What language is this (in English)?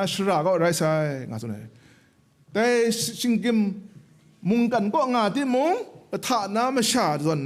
Kachin